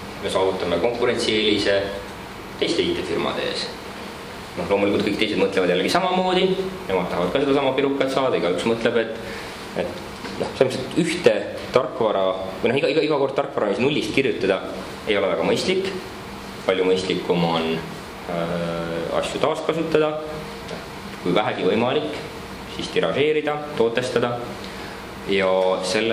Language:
Estonian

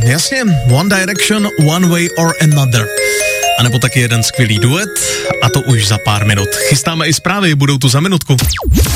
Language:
Czech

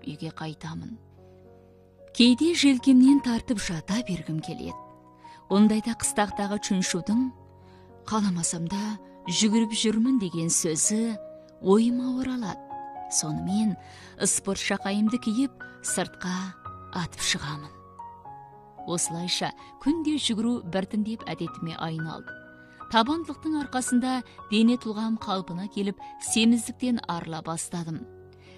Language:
Kazakh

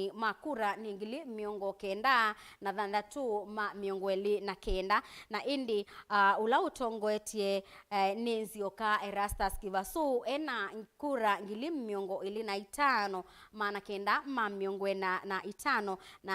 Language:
Kamba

